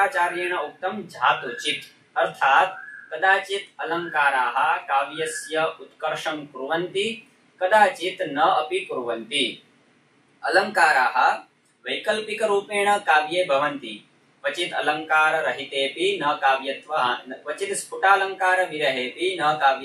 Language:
Sanskrit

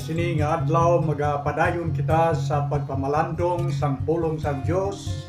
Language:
Hiligaynon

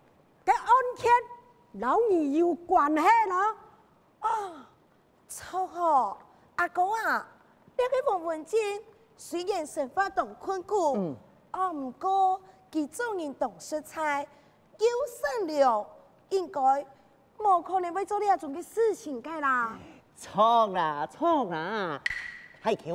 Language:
Hakka Chinese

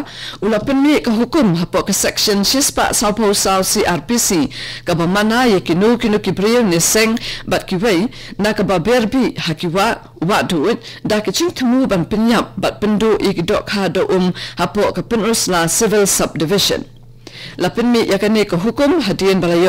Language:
Khasi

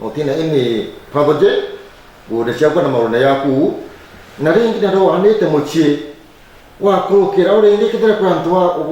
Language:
Meru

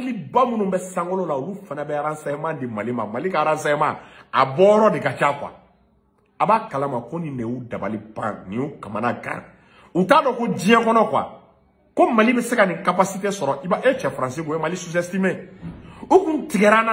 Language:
Bambara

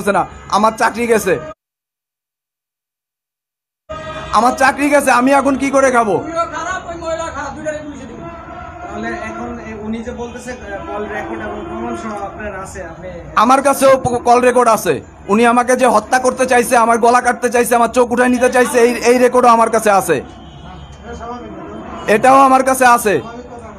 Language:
Bangla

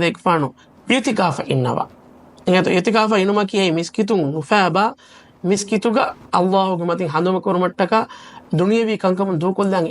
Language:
Divehi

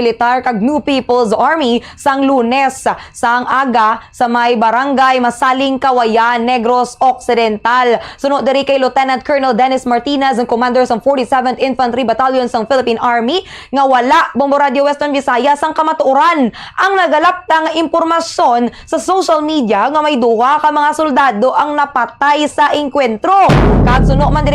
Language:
Hiligaynon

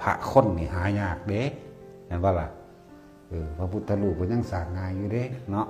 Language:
Northeastern Thai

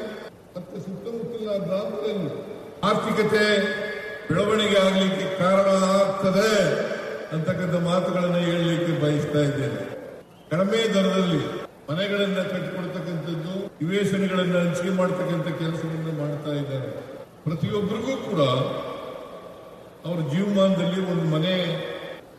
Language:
Kannada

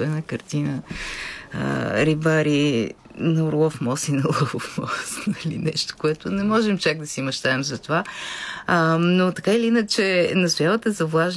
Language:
Bulgarian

